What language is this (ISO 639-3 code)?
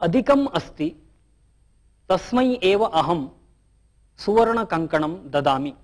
san